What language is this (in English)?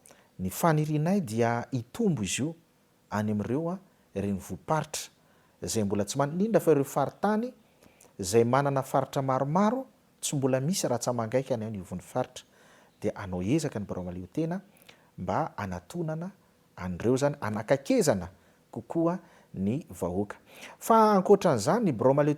Malagasy